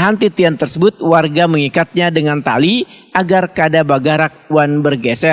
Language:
Banjar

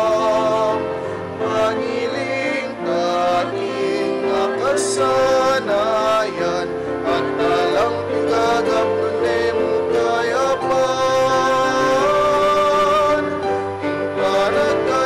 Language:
Pampanga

